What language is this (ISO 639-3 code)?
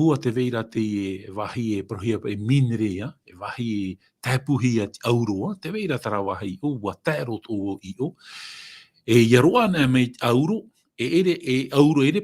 tah